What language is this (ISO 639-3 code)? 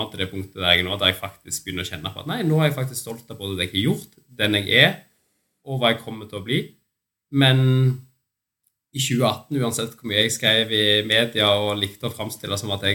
nor